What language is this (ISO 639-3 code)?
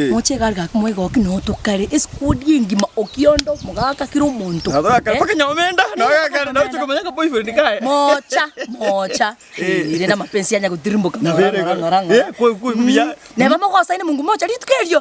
guz